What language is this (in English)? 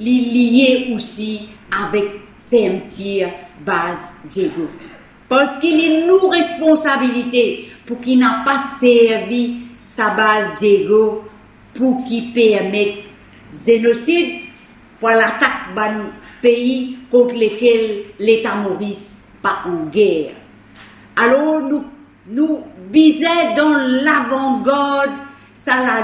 Morisyen